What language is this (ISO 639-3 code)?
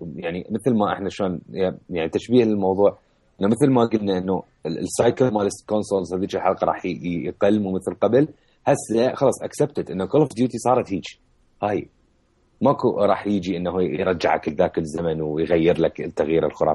acm